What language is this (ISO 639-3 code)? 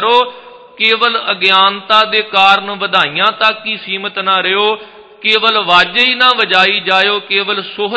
pan